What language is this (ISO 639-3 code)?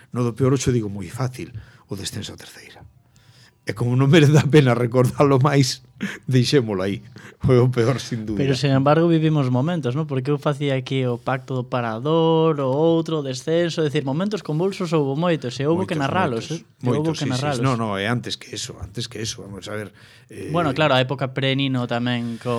glg